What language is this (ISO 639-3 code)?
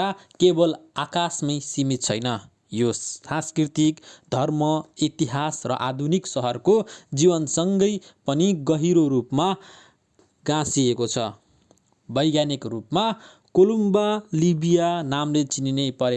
nep